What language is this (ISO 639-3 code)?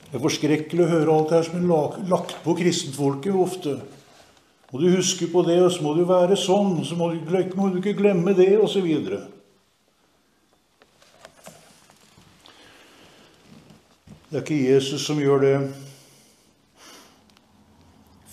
nor